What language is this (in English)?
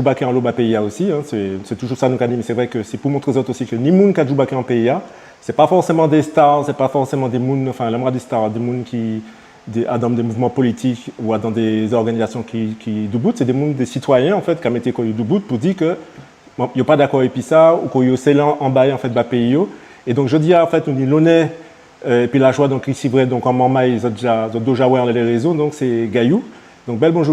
Guadeloupean Creole French